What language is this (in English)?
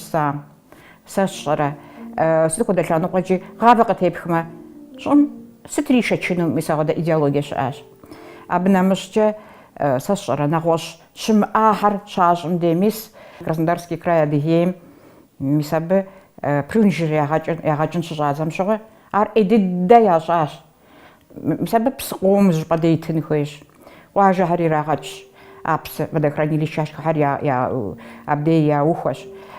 Kabardian